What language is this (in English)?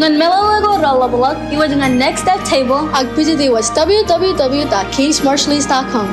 Marshallese